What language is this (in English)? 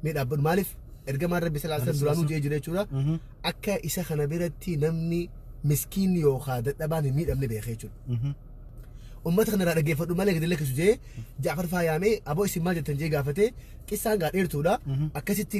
Oromo